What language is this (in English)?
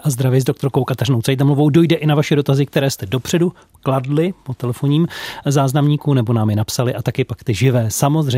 Czech